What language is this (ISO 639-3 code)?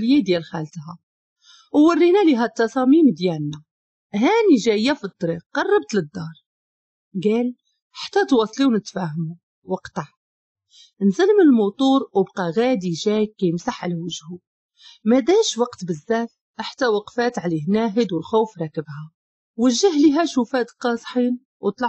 ary